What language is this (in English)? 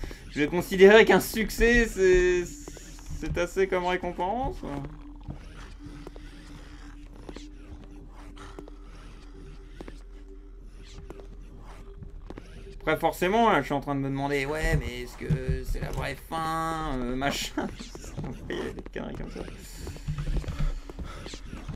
French